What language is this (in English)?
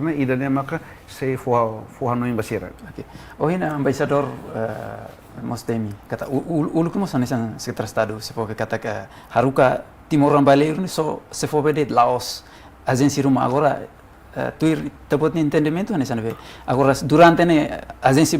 Tetum